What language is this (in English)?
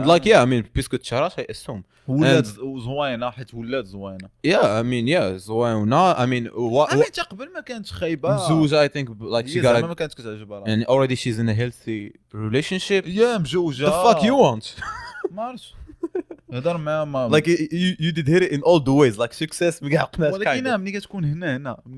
Moroccan Arabic